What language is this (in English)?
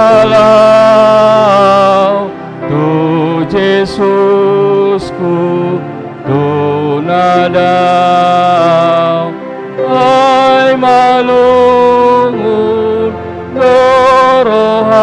Batak Toba